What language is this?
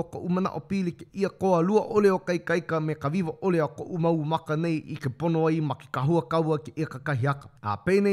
Hawaiian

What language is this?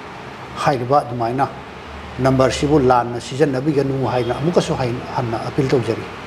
Manipuri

